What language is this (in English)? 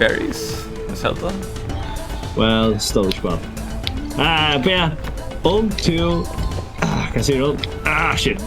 Faroese